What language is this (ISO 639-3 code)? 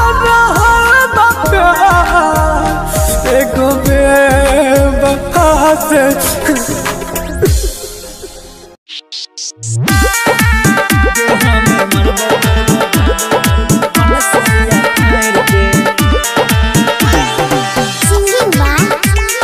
bho